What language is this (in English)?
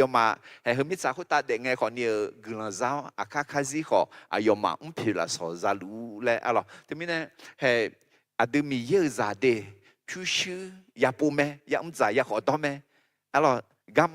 Akha